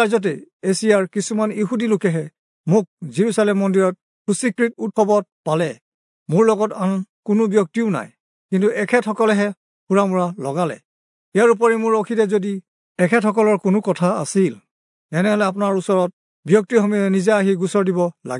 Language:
Assamese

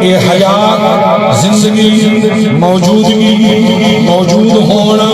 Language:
Saraiki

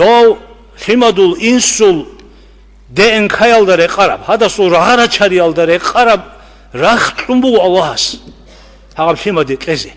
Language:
Avaric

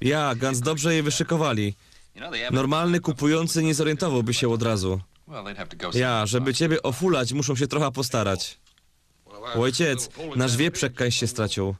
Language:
Silesian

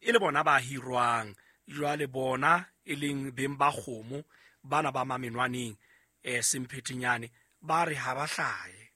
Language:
Southern Sotho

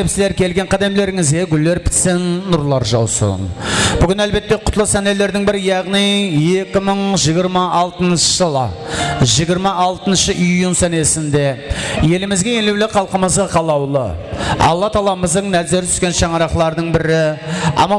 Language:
Kara-Kalpak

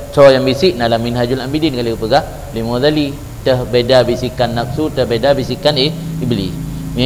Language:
Achinese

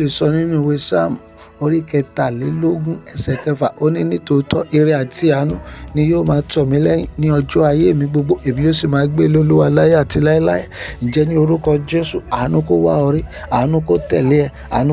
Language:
Yoruba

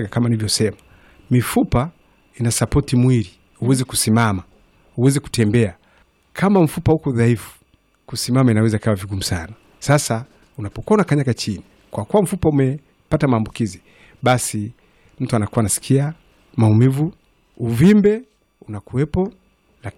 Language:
Swahili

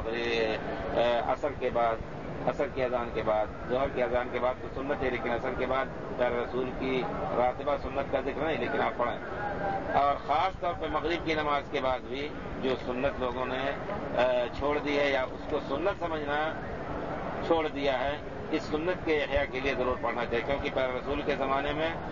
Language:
Urdu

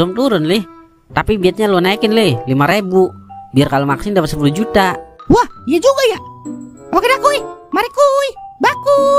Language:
Betawi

